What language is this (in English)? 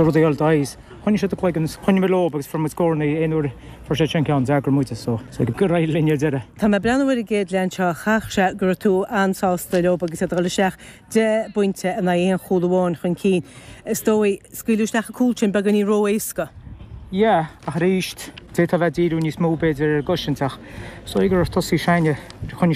Irish